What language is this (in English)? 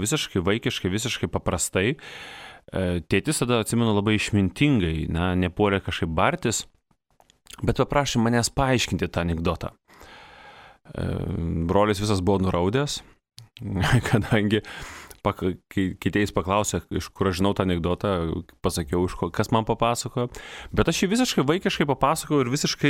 Lithuanian